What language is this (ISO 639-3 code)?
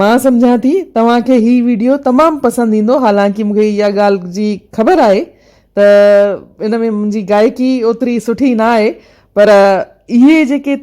snd